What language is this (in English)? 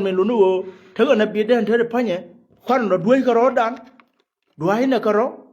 Nuer